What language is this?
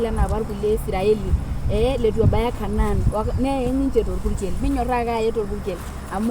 Masai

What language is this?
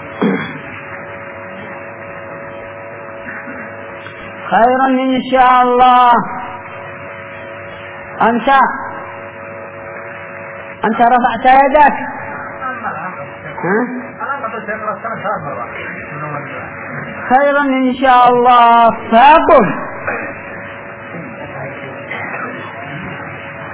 Arabic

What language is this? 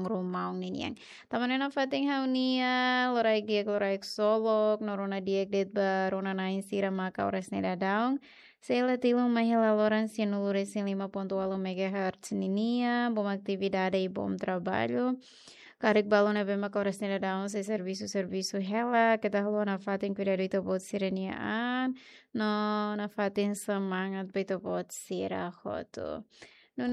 Tetum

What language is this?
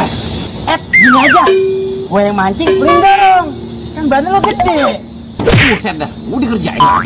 Betawi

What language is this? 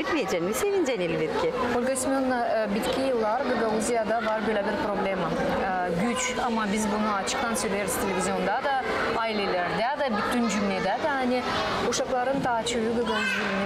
Gagauz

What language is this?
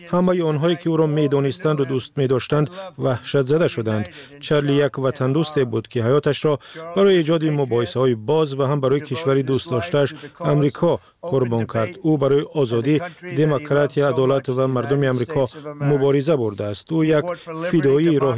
Persian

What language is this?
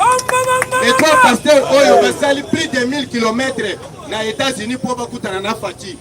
Lingala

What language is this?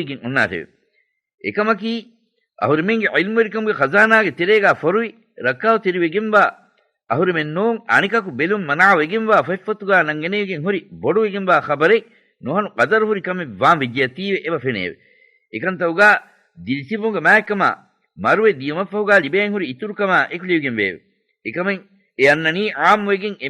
Divehi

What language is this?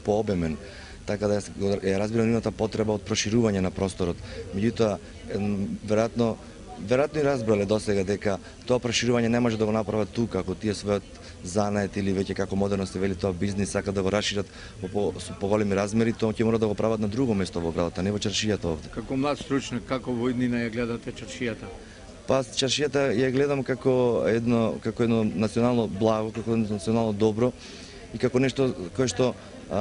Macedonian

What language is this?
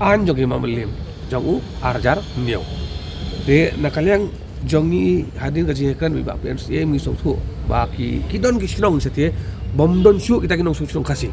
Khasi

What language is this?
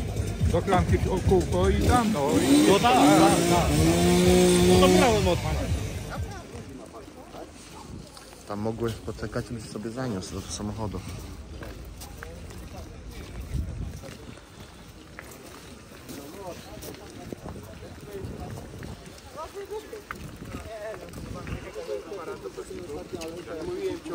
Polish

